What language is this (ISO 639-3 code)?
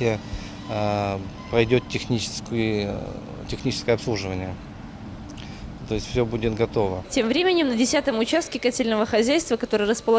rus